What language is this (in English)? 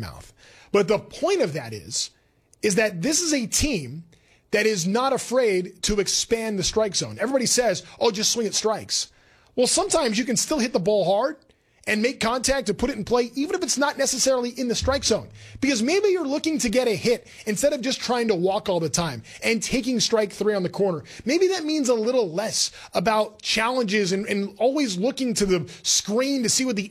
English